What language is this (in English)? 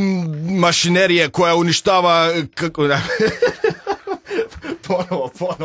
Croatian